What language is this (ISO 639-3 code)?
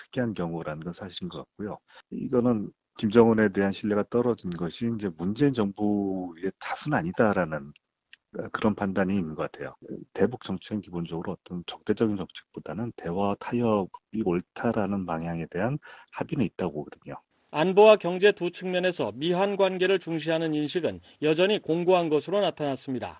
kor